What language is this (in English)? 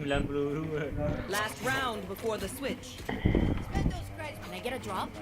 Minangkabau